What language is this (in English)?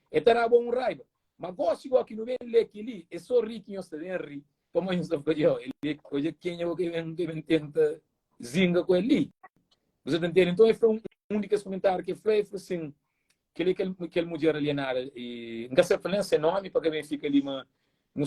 Kabuverdianu